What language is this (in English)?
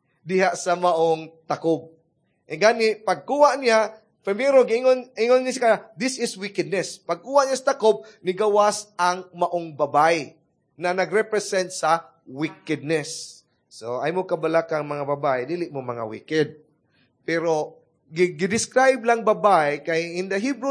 Cebuano